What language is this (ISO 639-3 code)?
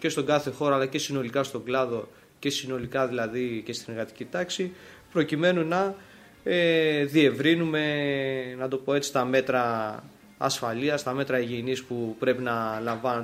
ell